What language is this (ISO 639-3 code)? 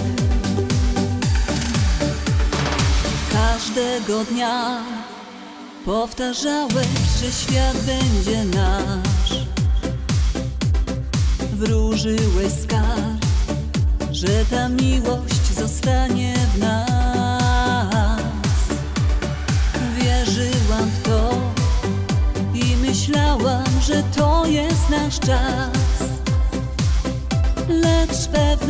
pol